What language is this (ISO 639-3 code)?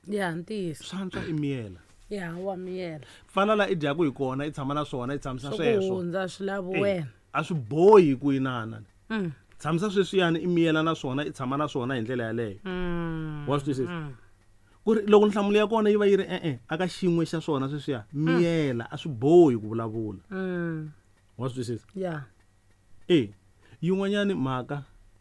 tso